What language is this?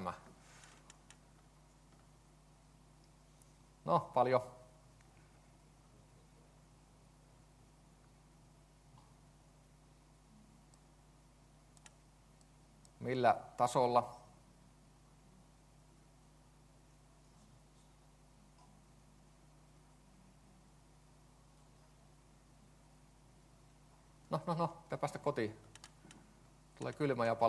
Finnish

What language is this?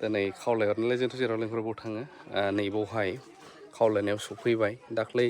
Bodo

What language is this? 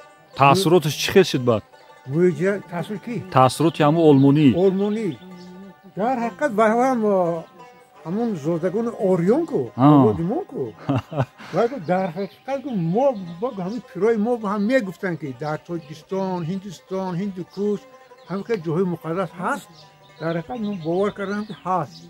Tajik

